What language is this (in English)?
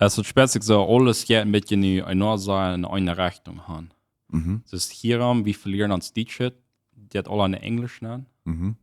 Plautdietsch